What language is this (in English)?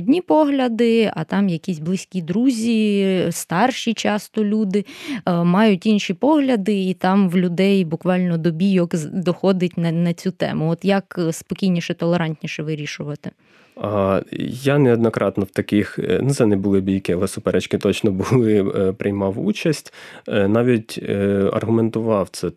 Ukrainian